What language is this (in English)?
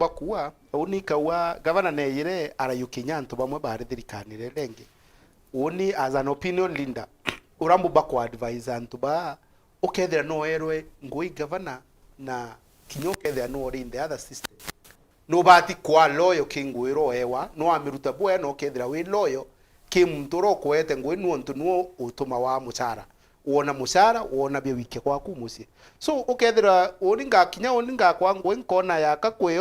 Meru